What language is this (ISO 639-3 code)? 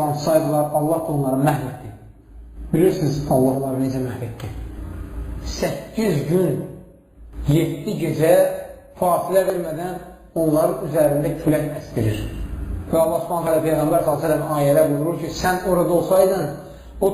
aze